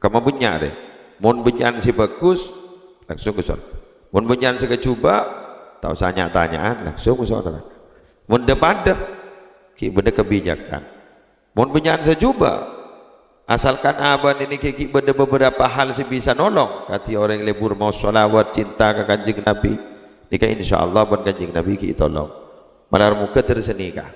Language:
Madurese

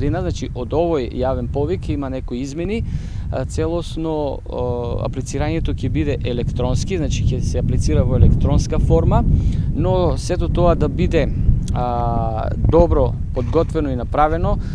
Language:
Macedonian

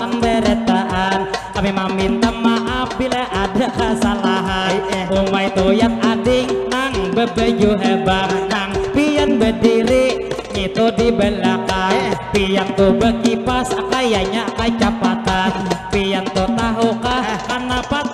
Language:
Banjar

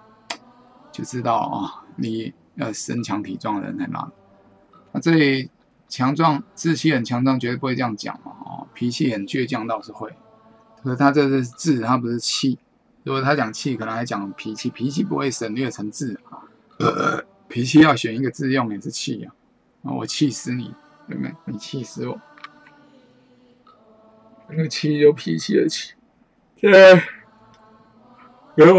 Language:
Chinese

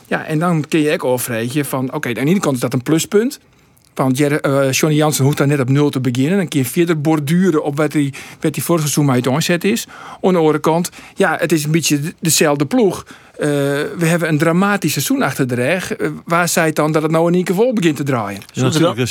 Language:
Western Frisian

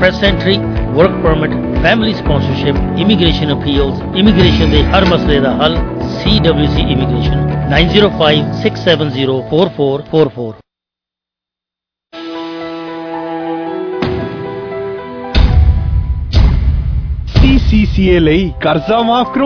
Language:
Punjabi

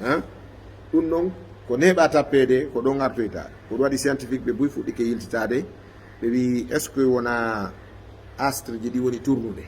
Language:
Fula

